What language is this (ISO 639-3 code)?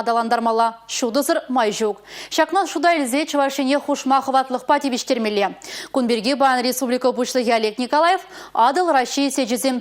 chv